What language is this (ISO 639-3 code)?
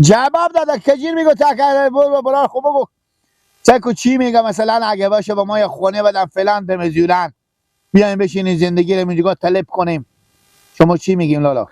fas